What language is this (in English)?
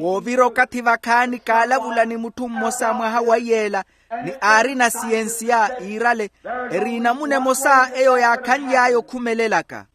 Makhuwa